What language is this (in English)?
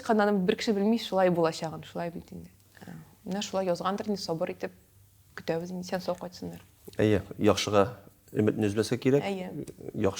Tatar